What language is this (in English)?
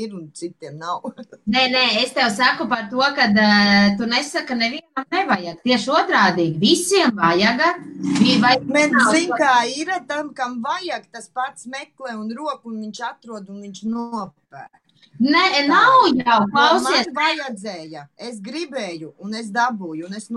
Latvian